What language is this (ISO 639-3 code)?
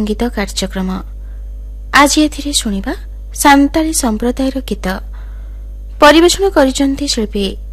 ori